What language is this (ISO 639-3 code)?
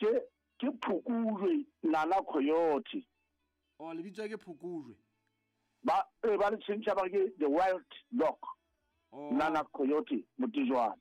sot